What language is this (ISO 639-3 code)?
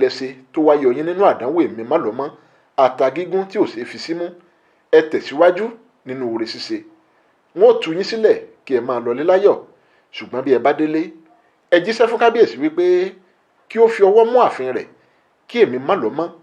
yor